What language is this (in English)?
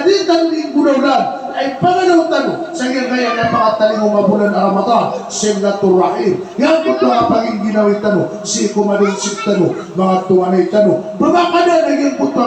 Maranao